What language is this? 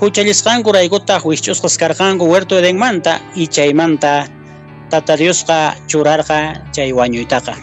Quechua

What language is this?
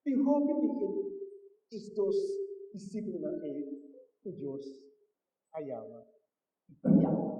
Papiamento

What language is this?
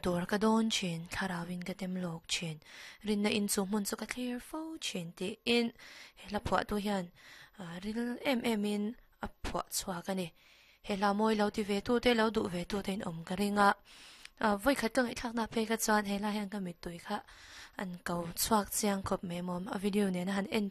Mizo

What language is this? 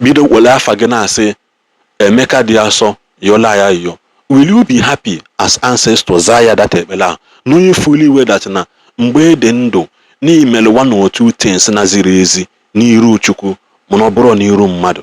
Igbo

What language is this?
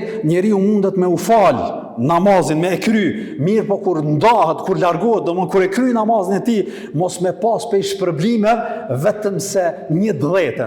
Albanian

